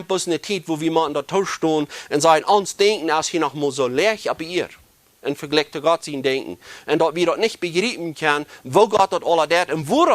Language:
Plautdietsch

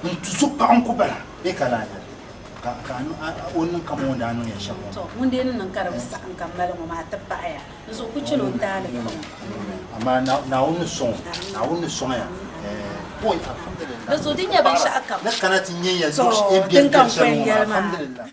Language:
Dagbani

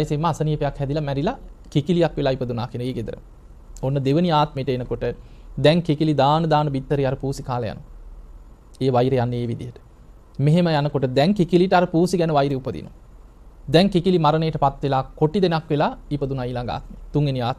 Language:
Sinhala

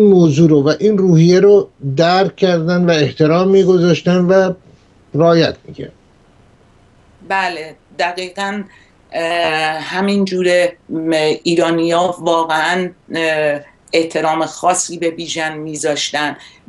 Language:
Persian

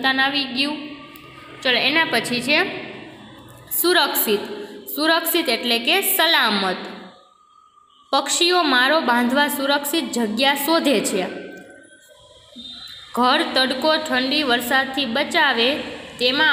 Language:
Gujarati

